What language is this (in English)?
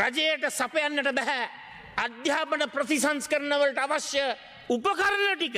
Sinhala